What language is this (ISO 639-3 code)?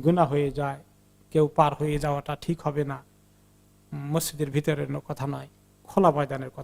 ben